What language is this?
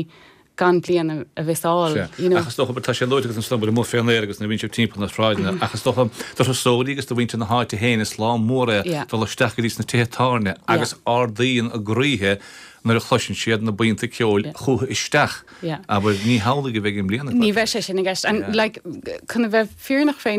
Irish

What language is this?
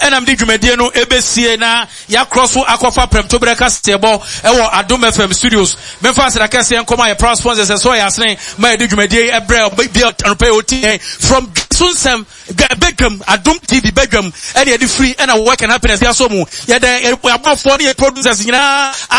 Akan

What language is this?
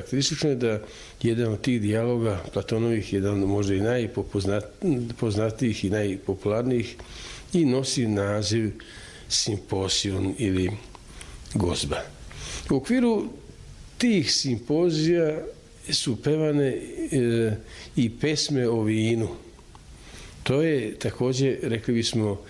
Serbian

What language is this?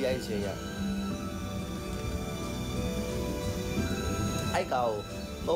Burmese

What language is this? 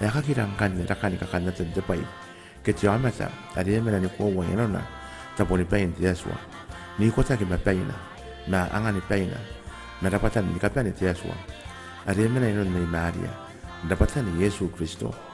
Gilbertese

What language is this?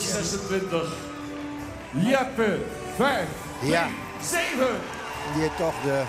Western Frisian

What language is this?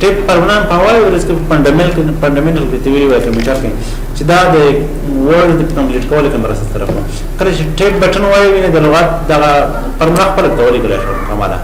Pashto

